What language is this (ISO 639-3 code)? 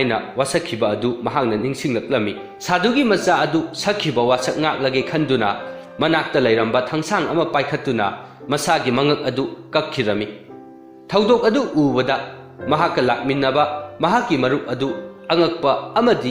mni